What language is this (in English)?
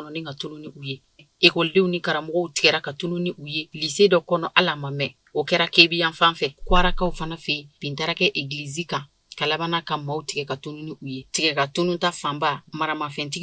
Bambara